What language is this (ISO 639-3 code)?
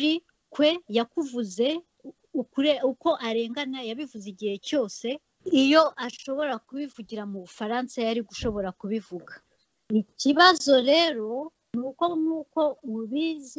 kin